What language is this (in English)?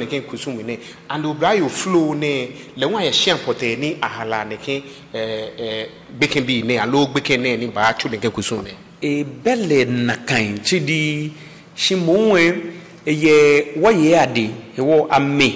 Ga